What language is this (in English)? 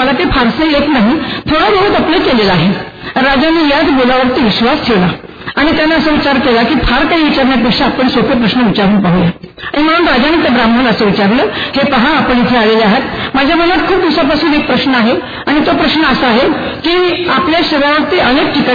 Marathi